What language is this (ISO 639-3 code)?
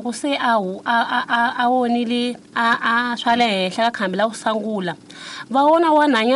tso